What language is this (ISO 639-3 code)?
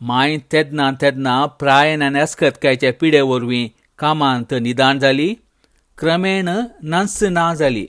kok